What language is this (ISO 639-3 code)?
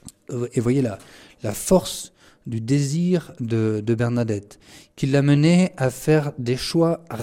fra